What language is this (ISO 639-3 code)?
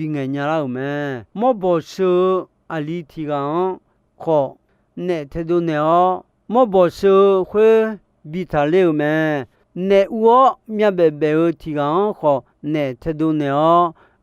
ahk